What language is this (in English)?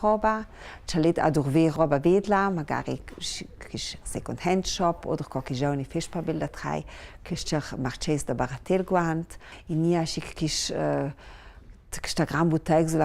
Ladin